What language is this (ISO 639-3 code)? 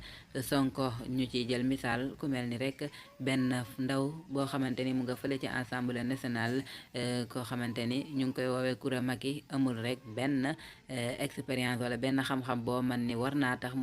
wol